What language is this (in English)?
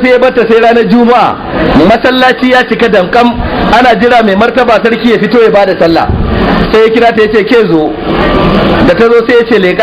Hausa